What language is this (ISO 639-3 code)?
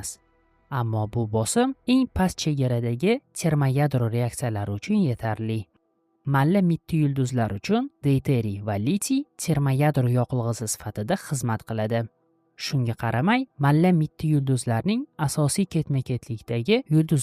uzb